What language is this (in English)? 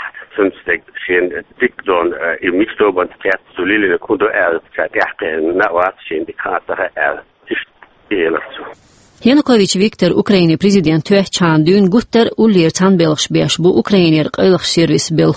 Chechen